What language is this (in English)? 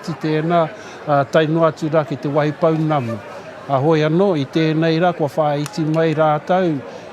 Māori